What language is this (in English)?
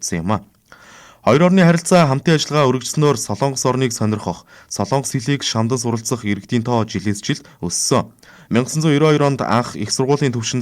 Mongolian